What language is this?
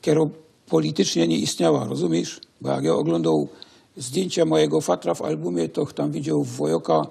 Silesian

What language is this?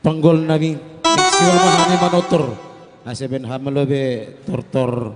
Batak Simalungun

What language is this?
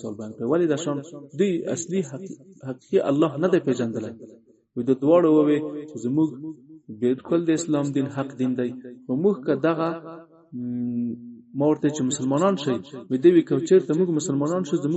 Pashto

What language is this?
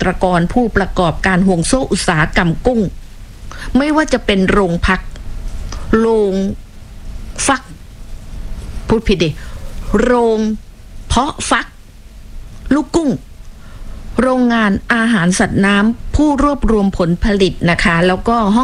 Thai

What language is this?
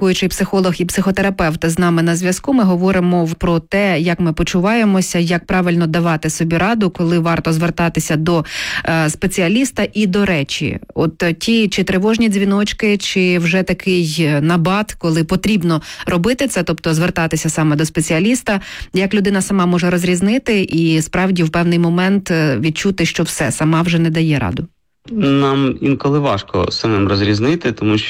Ukrainian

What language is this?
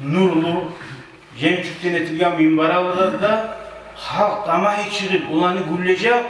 Kumyk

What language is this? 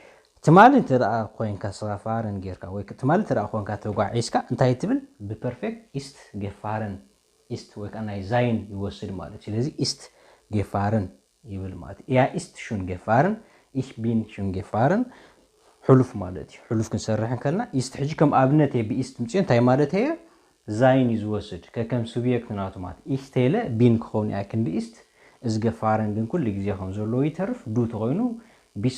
Tigrinya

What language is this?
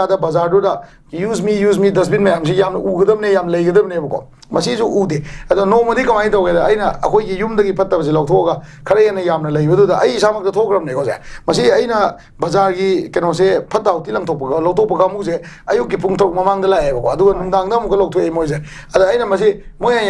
Manipuri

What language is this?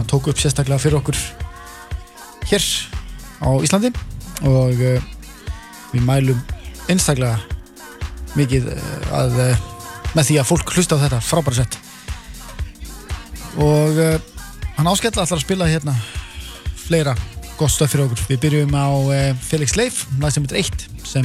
Icelandic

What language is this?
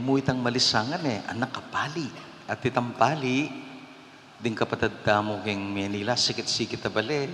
Pampanga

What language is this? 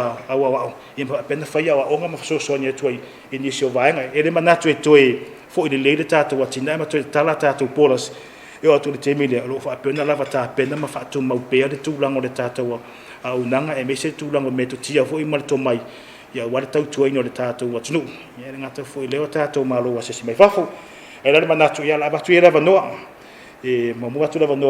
Samoan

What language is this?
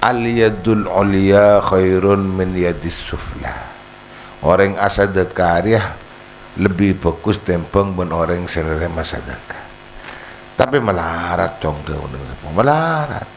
Madurese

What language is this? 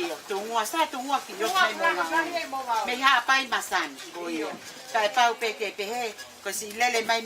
Tongan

